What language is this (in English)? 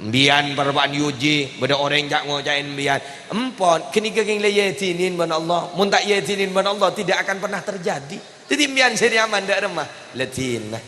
Madurese